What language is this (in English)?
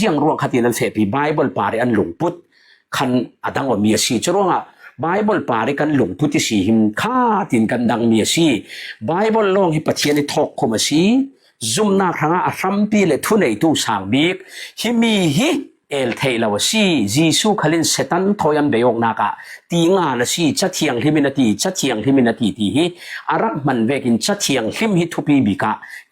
Falam Chin